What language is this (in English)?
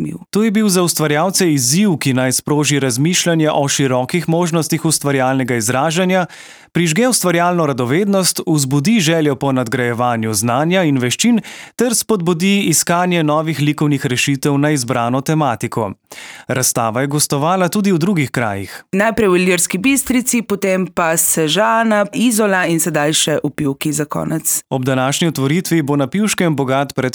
Slovenian